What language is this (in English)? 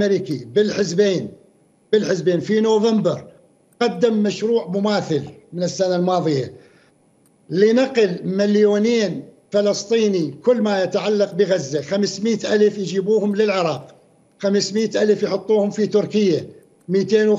Mesopotamian Arabic